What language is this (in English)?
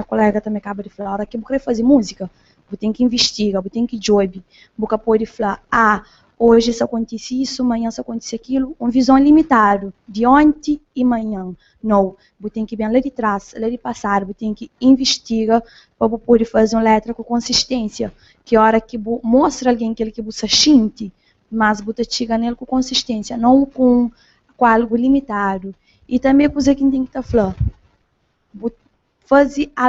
Kabuverdianu